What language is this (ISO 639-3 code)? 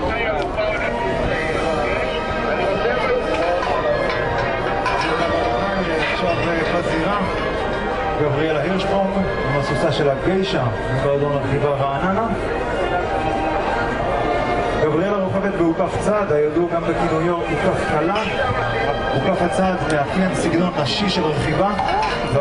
heb